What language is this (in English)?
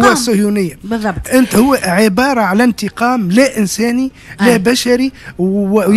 Tunisian Arabic